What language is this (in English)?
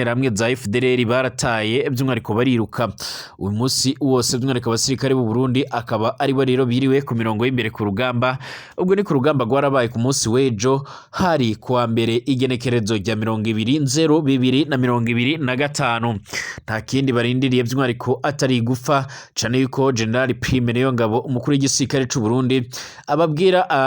Rundi